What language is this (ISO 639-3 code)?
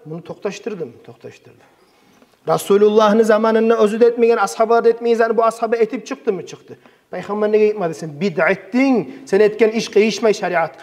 kum